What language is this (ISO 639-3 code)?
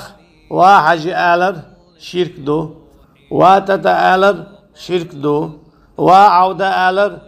che